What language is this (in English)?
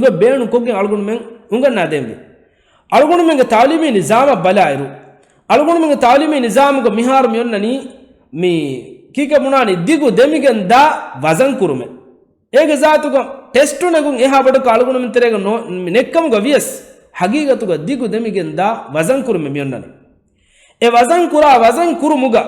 Divehi